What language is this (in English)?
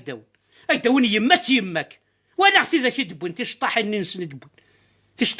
Kabyle